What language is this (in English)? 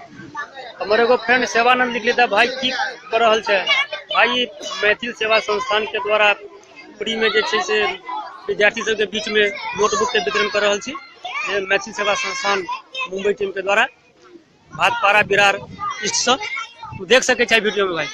Maithili